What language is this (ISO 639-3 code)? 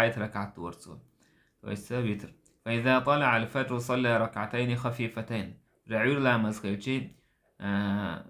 che